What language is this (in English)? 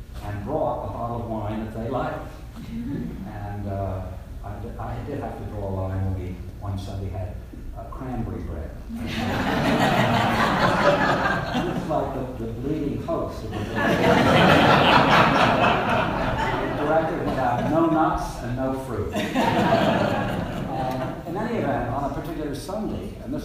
English